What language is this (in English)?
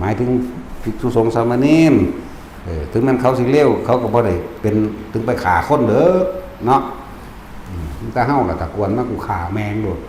Northeastern Thai